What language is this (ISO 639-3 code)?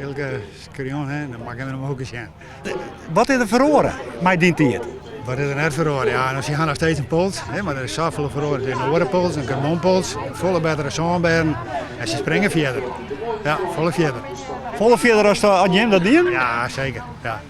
fry